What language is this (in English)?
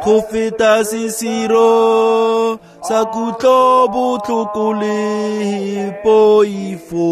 Tswana